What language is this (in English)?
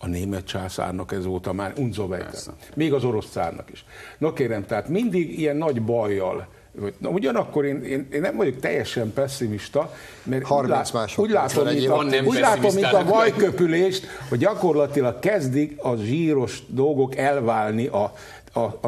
Hungarian